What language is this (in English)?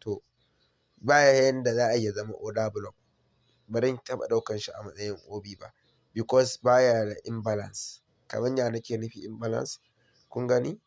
Hausa